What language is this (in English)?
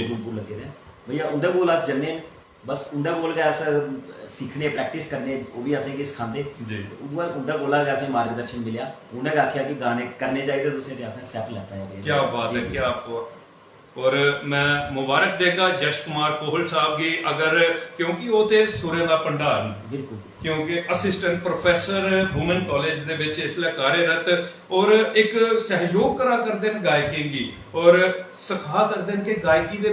Dogri